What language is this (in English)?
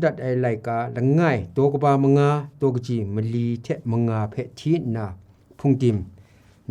Kachin